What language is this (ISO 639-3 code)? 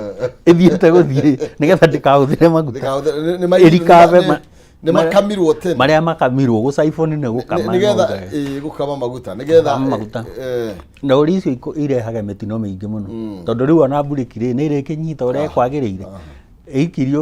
kik